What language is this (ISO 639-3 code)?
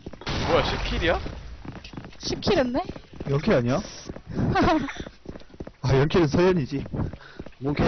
kor